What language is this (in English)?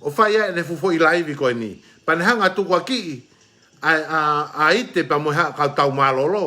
Tongan